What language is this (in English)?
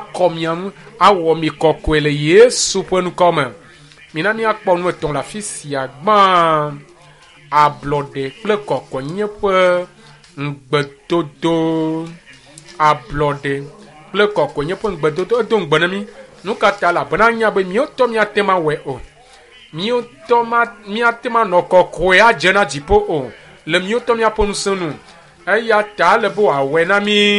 Ewe